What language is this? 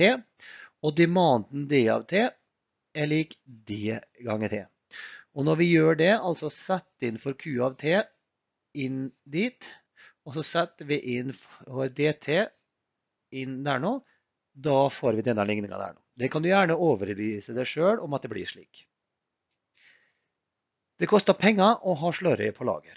Norwegian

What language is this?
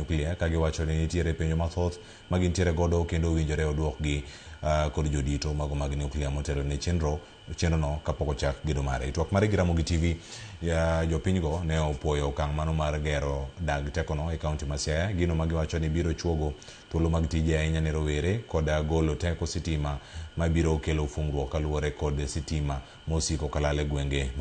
Luo (Kenya and Tanzania)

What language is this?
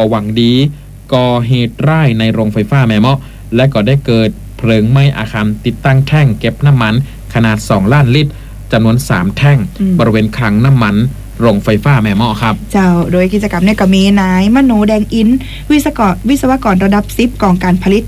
Thai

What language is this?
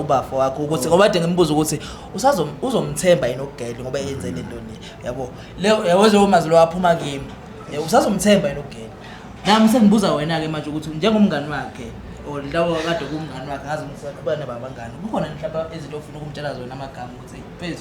Zulu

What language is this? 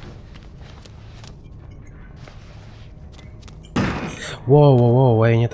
Polish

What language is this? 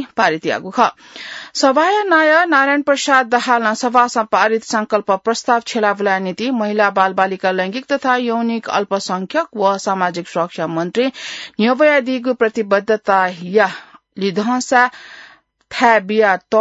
Newari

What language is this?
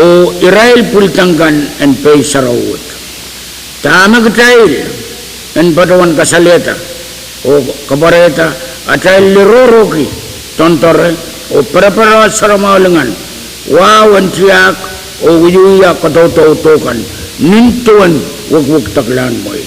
Pohnpeian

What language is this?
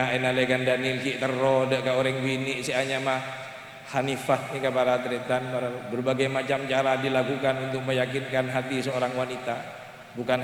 Madurese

